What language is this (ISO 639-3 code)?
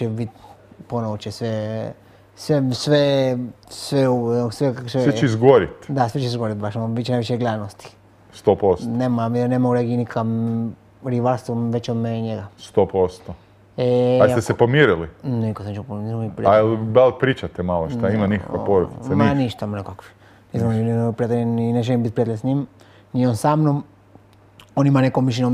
hrv